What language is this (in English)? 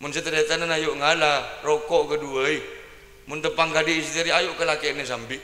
Madurese